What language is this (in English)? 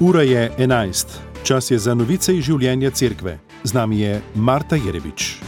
Slovenian